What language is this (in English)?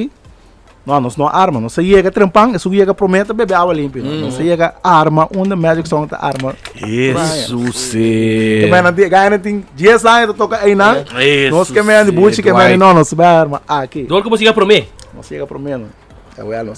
Papiamento